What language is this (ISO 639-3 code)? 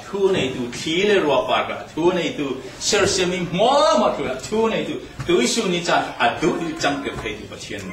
cfm